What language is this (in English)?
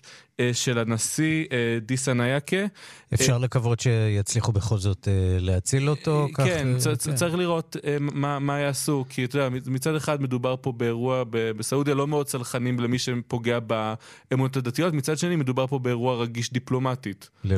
Hebrew